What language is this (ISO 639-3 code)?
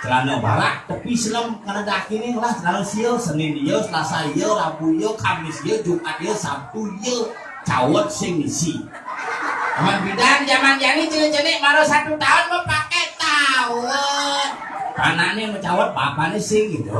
ban